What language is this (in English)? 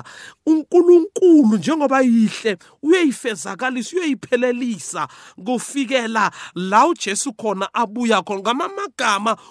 South Ndebele